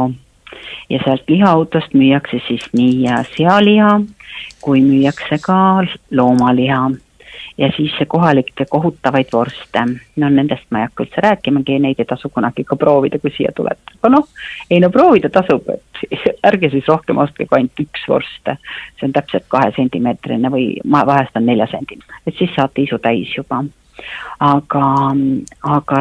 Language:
Estonian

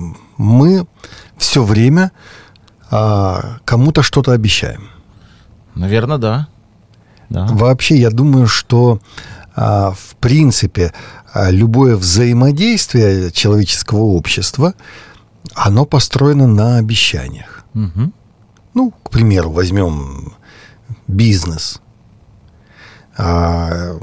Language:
Russian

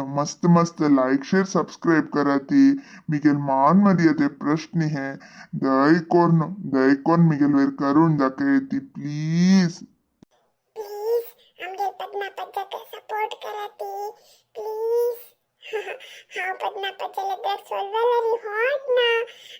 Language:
Konkani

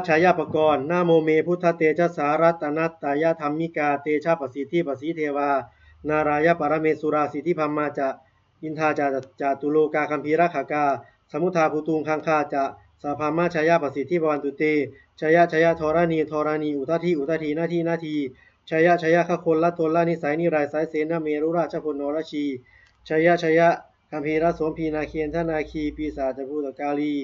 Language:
Pali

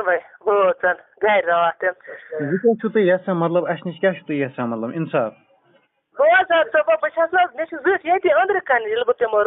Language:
Kashmiri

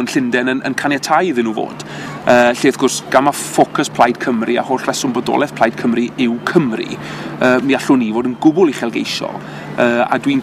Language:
Welsh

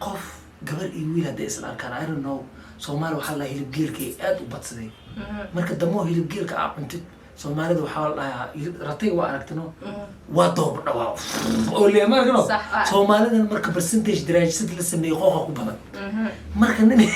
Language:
Somali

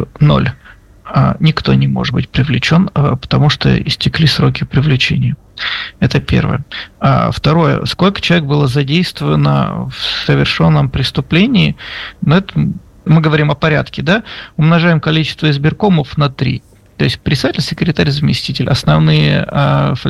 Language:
Russian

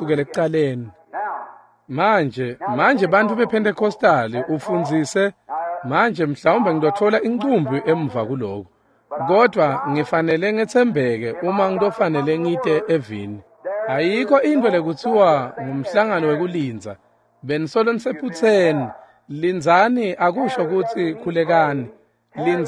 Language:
Swati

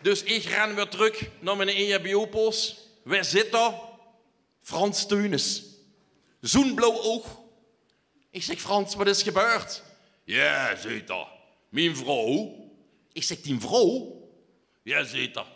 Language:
Limburgish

